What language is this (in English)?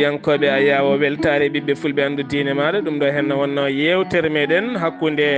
Fula